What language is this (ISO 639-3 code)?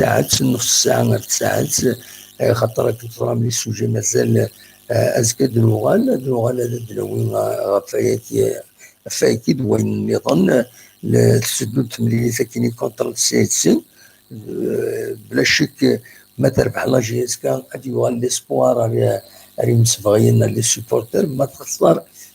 kab